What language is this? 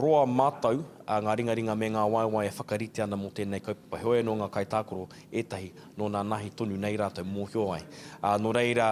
Māori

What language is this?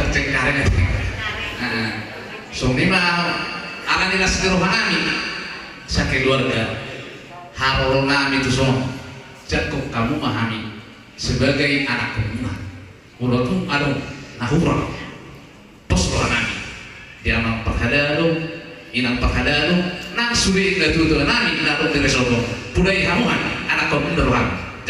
Batak Toba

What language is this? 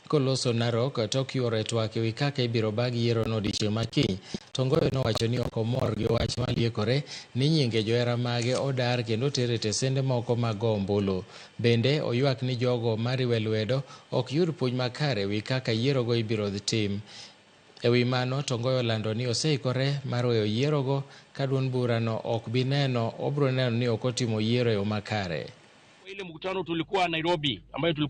Luo (Kenya and Tanzania)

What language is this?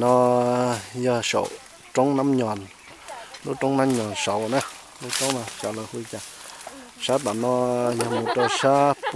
Hmong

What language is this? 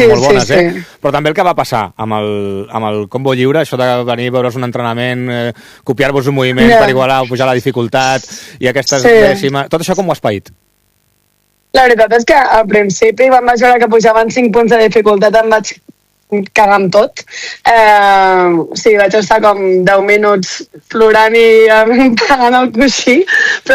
Catalan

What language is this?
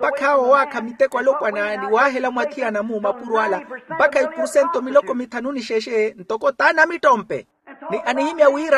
Makhuwa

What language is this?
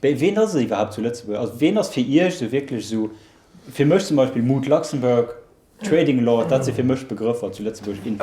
Luxembourgish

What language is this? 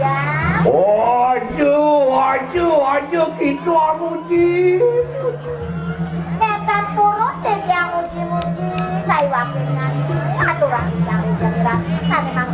Balinese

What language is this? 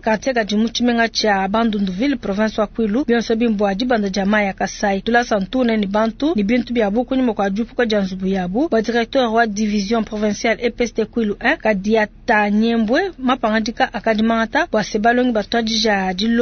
Luba-Lulua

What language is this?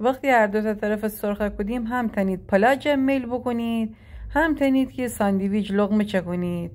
Gilaki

